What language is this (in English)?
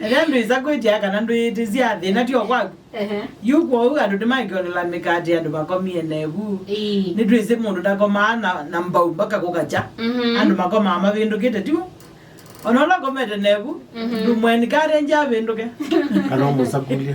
Kamba